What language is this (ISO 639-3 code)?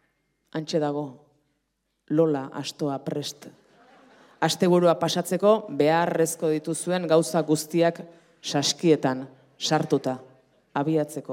eus